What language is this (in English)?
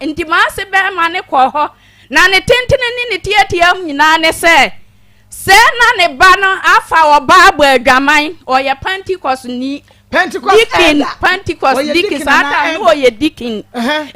Akan